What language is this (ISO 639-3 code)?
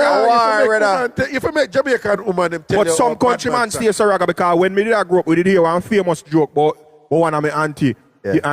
jam